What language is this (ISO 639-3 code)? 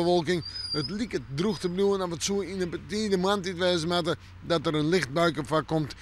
fry